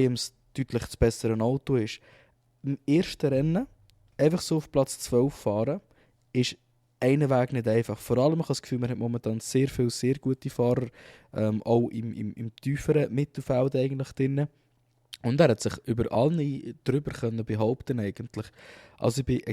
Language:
Swiss German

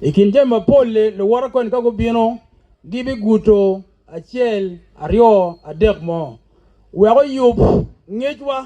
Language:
Acoli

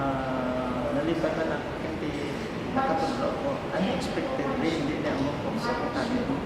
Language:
Hiligaynon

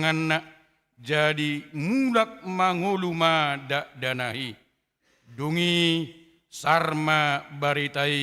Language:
Batak Toba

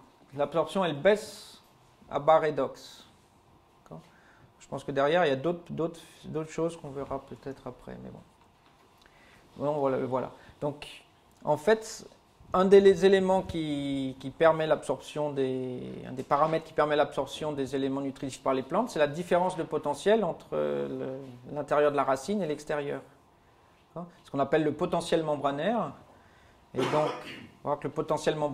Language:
French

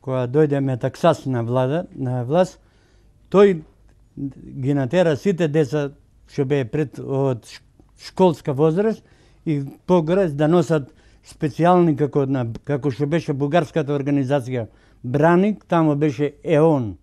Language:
Macedonian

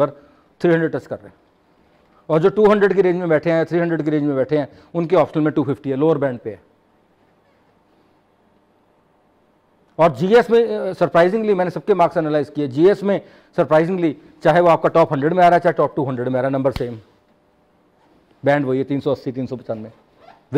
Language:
Hindi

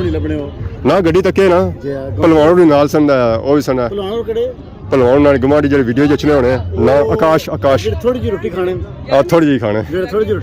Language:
Pahari-Potwari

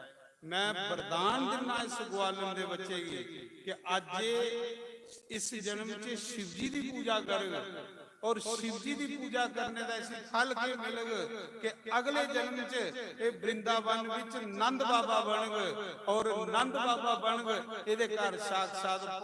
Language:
Dogri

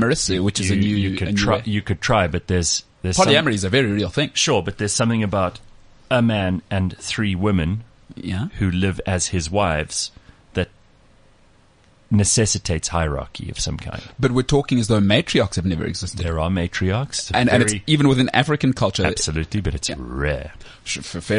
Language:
English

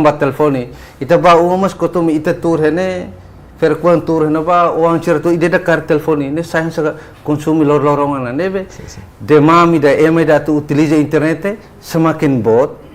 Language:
Tetum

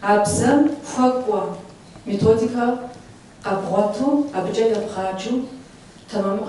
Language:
Kabardian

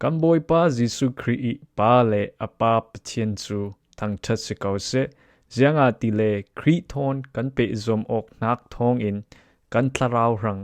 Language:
Falam Chin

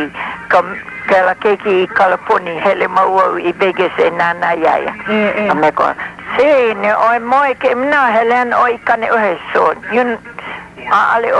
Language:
Hawaiian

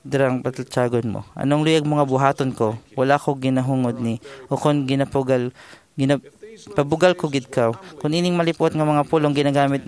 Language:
Hiligaynon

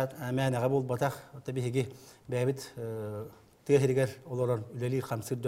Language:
Yakut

